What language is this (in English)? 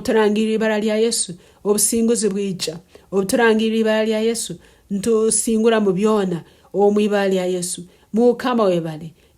Tooro